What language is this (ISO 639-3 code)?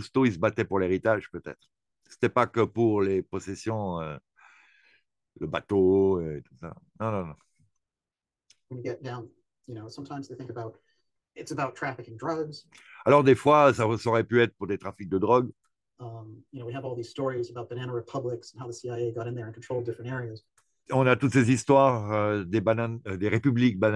fra